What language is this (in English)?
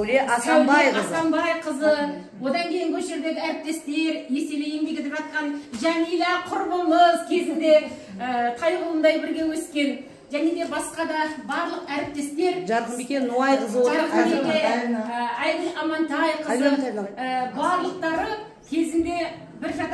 Kazakh